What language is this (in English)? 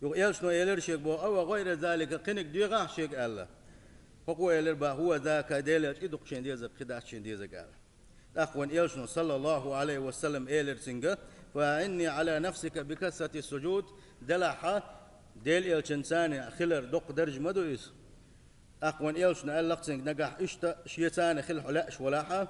Chechen